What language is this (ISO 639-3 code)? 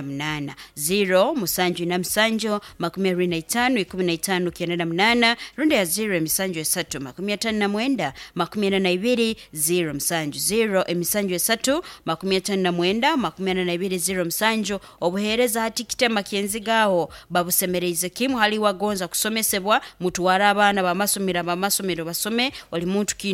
nyo